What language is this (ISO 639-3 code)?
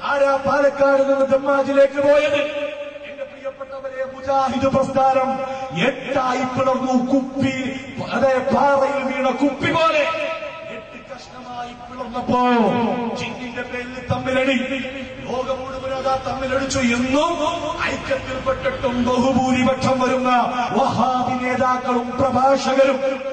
mal